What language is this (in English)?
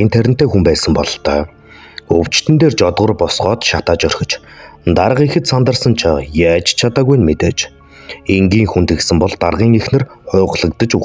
Mongolian